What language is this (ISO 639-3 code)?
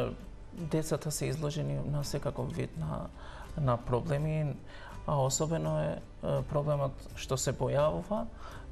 mkd